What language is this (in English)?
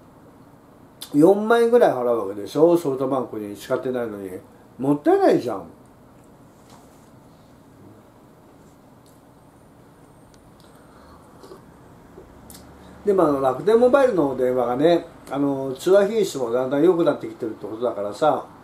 Japanese